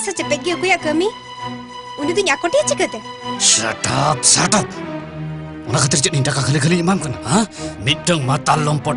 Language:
Santali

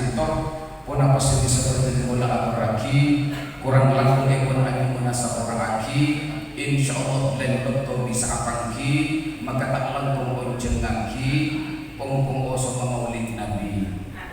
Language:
Madurese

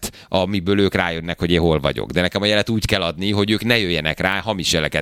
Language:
Hungarian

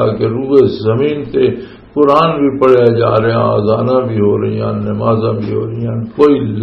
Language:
Western Panjabi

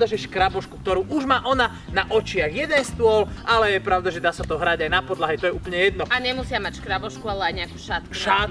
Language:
Slovak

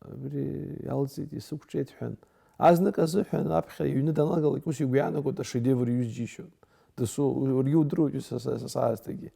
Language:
Abkhazian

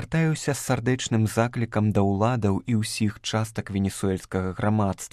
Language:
Belarusian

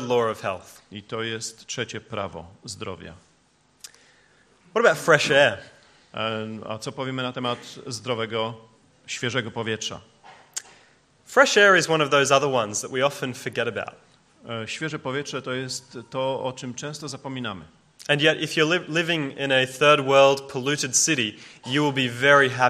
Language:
Polish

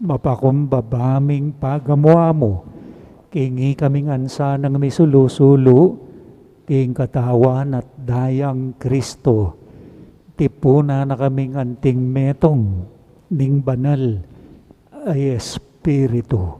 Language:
Pampanga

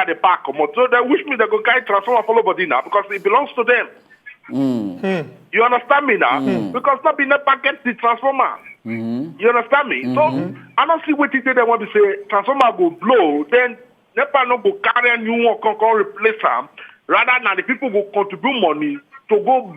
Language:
Nigerian Pidgin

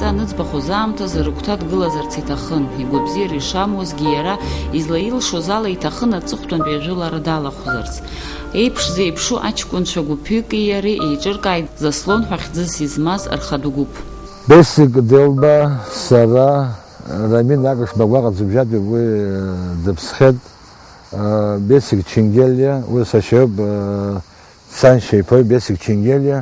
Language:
Abkhazian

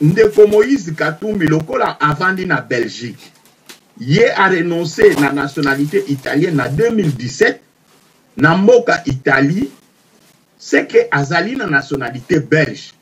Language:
Lingala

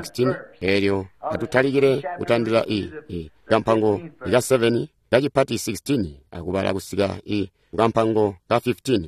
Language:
Tonga (Zambia)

